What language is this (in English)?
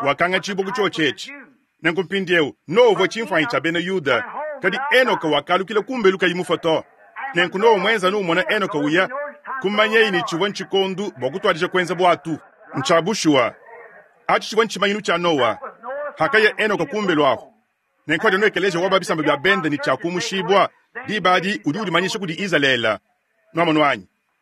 Luba-Lulua